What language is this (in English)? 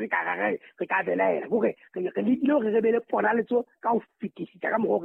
Southern Sotho